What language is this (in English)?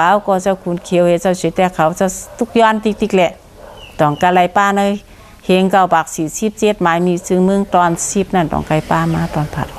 Shan